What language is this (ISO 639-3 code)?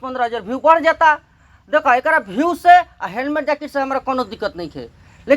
bho